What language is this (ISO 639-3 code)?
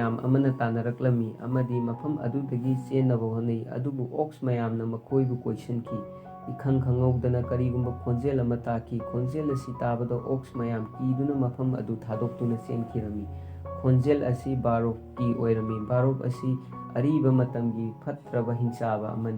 mni